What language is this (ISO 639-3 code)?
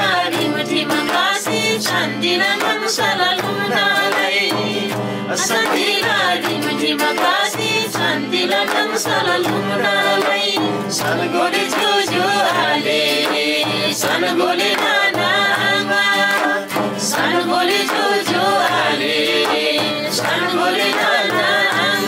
taj